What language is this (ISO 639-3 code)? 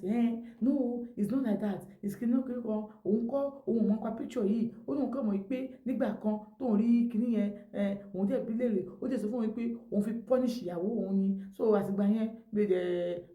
yor